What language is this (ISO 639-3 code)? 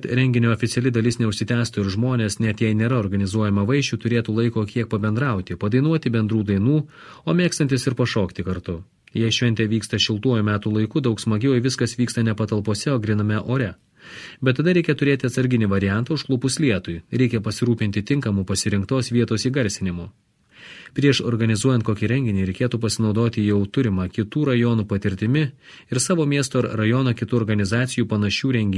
lit